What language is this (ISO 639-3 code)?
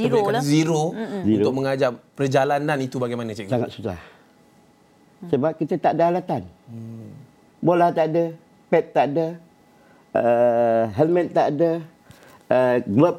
msa